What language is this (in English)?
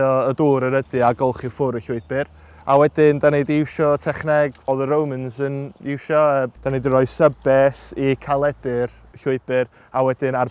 Welsh